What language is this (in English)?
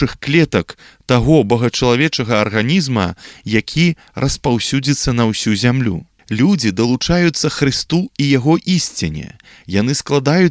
Belarusian